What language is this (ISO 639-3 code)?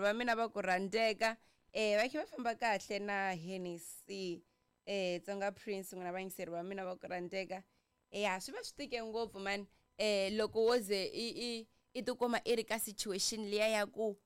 tso